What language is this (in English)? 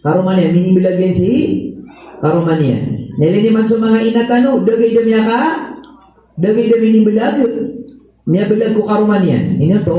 Maranao